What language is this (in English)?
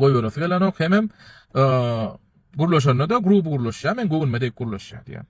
Turkmen